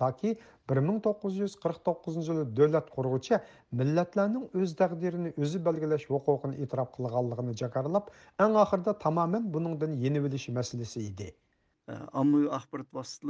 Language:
Uyghur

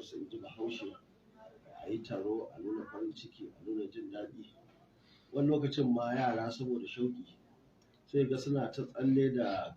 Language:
Hausa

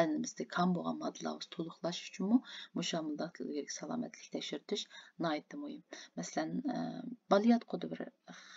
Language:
Uyghur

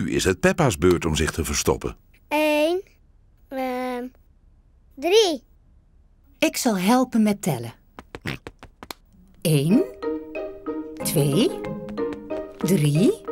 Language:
Dutch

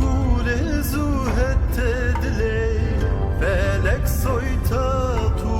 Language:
Zaza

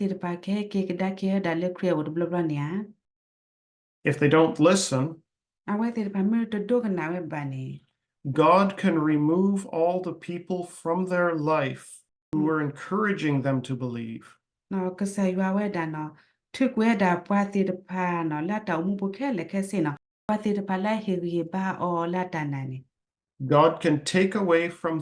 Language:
S'gaw Karen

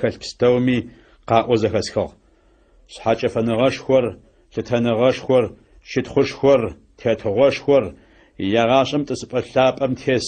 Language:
Adyghe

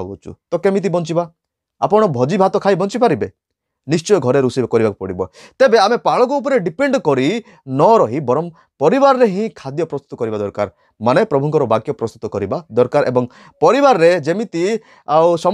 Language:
Odia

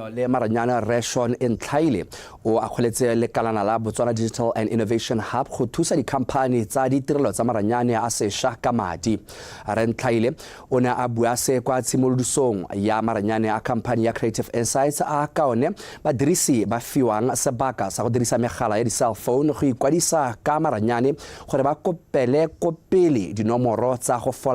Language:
Tswana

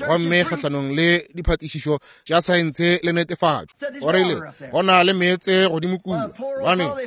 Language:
Northern Sotho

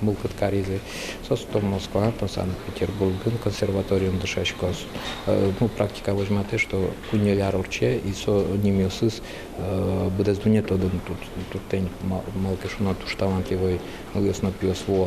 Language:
Udmurt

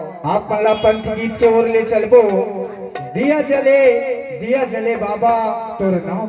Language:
Chhattisgarhi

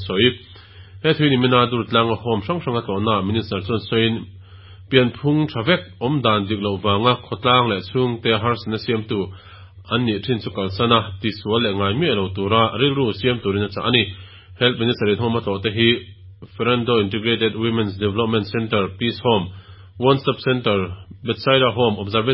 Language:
Mizo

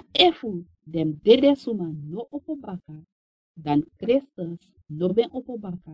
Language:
Sranan Tongo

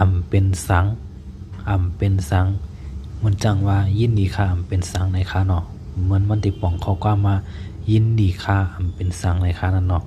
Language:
Shan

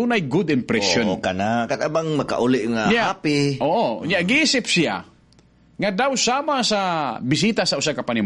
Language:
Cebuano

